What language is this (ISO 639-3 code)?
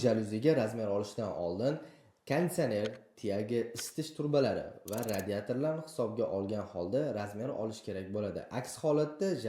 uzb